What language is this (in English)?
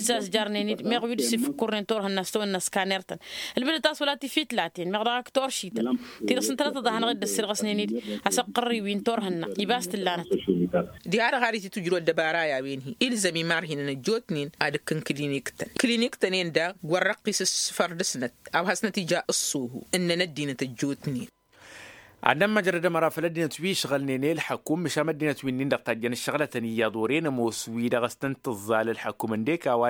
Tamasheq